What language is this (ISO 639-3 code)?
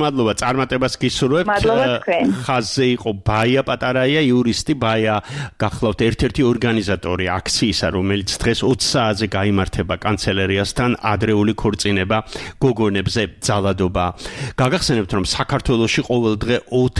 kat